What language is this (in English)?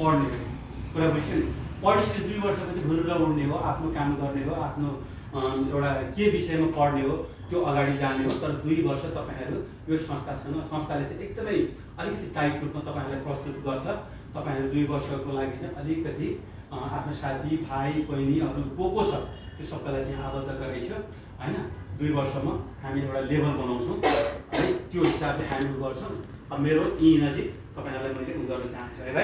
Nepali